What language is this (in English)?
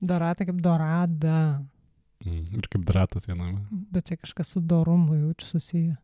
Lithuanian